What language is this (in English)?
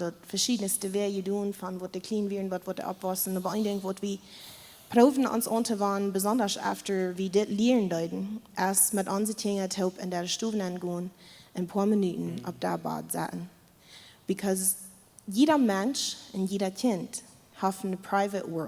Plautdietsch